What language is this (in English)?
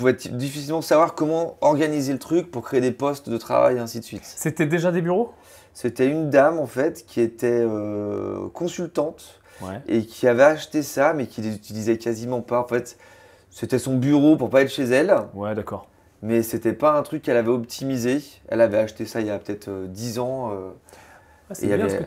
French